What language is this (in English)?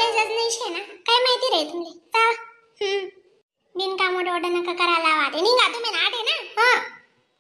Khandesi